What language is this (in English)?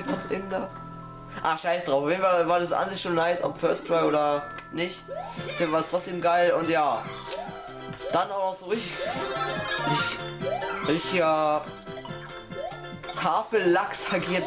German